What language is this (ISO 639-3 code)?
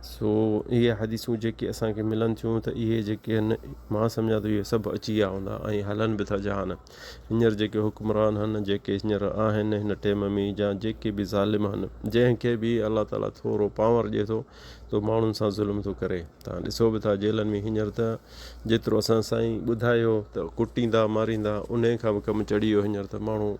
snd